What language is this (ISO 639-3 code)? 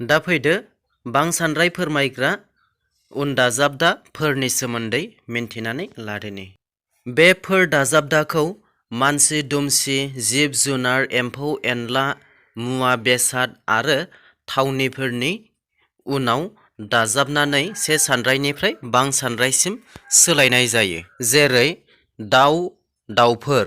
brx